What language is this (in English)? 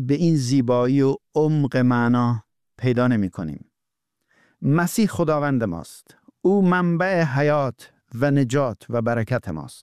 Persian